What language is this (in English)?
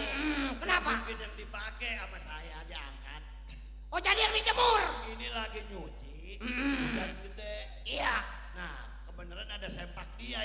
Betawi